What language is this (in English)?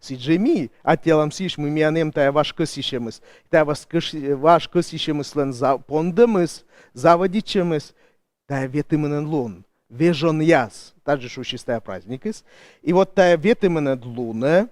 Komi